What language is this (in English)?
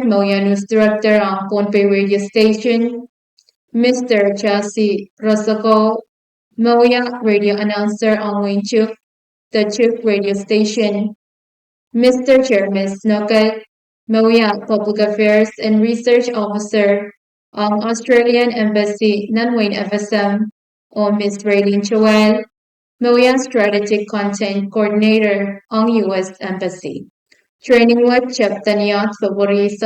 Pohnpeian